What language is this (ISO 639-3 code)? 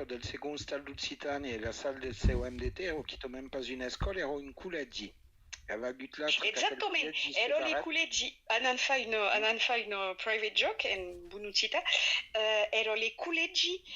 oci